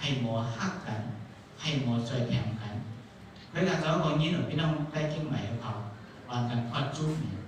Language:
Shan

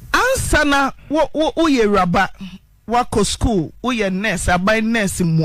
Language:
Akan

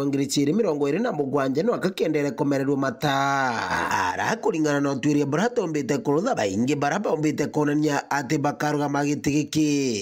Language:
Meru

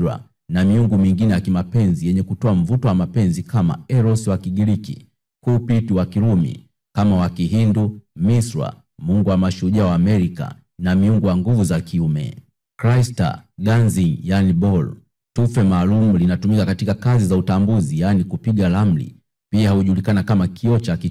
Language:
Swahili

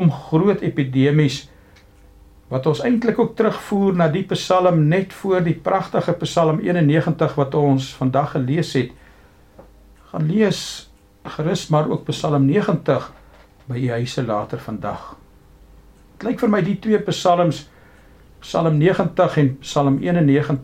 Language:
Afrikaans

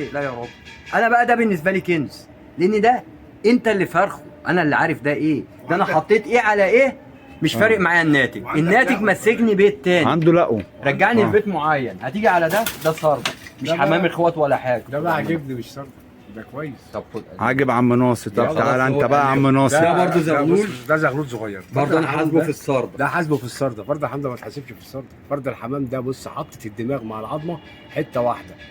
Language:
Egyptian Arabic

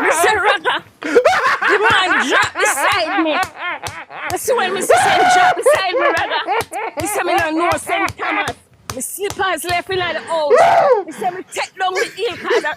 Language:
Jamaican Creole English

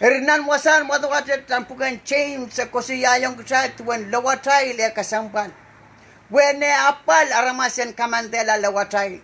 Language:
Pohnpeian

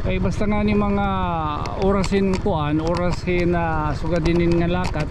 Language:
Waray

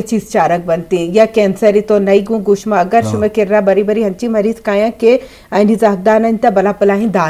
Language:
Eastern Balochi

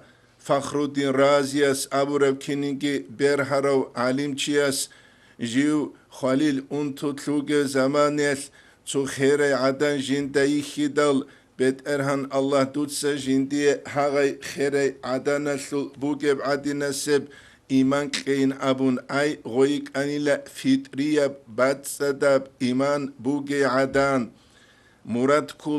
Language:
Avaric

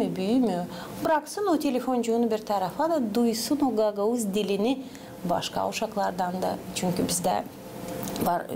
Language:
Gagauz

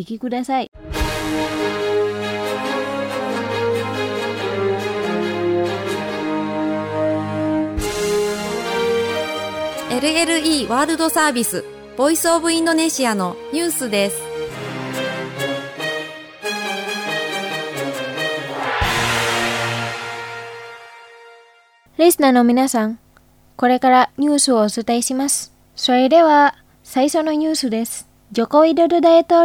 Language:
Japanese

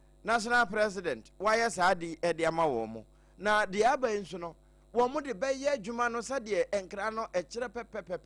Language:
Akan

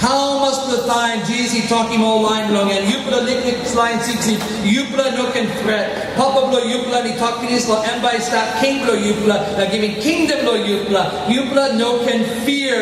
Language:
Tok Pisin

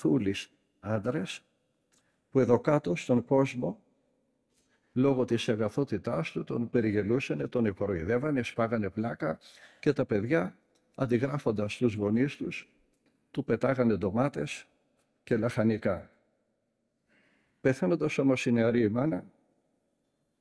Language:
Greek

